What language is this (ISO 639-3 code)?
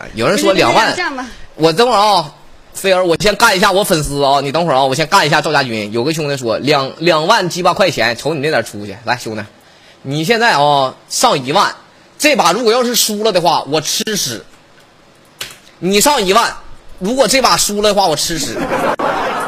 zho